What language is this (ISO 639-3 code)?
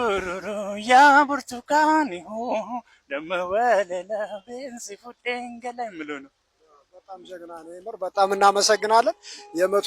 amh